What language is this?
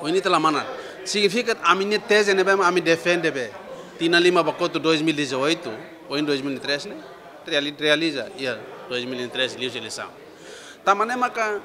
Tetum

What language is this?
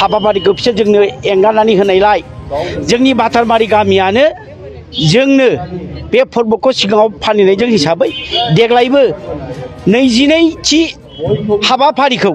Bodo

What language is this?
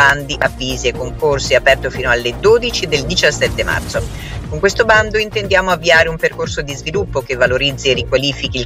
Italian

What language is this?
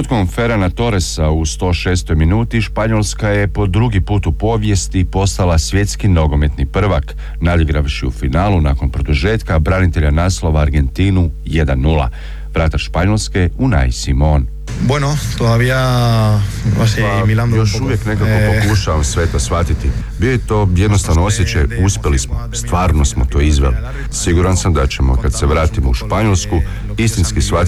Croatian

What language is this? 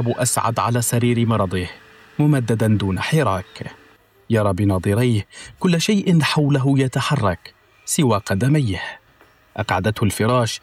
Arabic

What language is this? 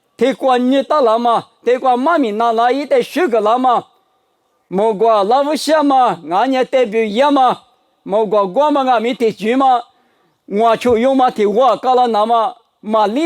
Lisu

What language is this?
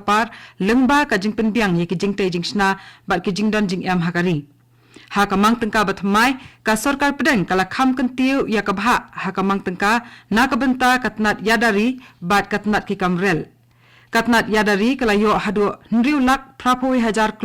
Khasi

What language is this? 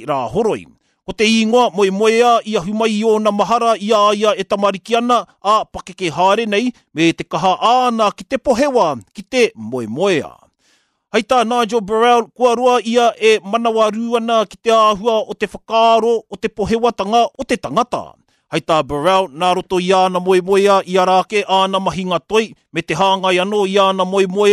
Māori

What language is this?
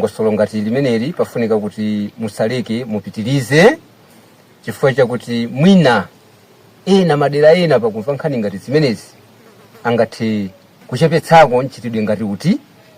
Nyanja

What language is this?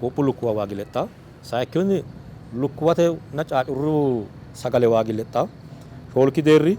Sidamo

